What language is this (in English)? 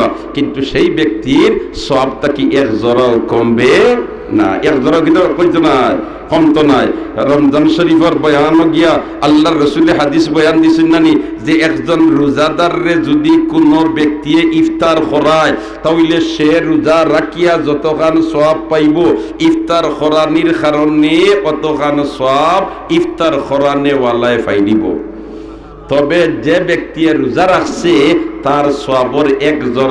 Sylheti